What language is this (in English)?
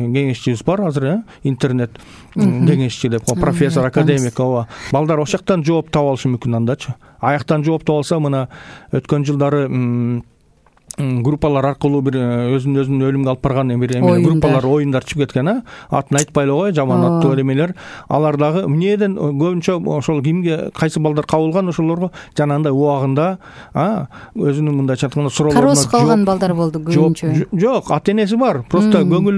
Kyrgyz